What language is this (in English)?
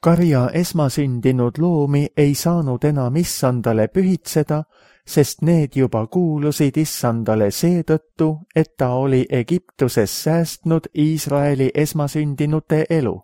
Estonian